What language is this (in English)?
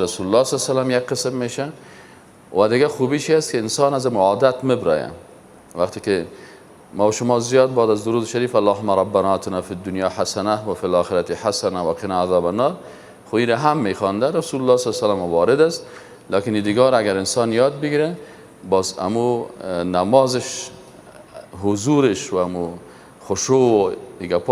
Persian